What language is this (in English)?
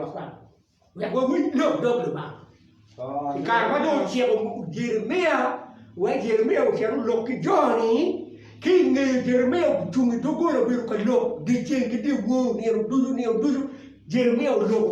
Acoli